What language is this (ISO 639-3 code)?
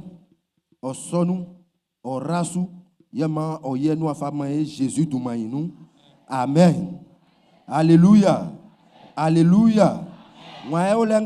bci